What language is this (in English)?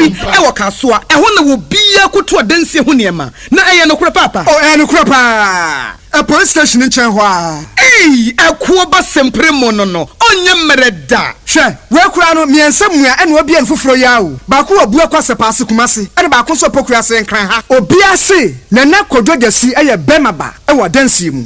Akan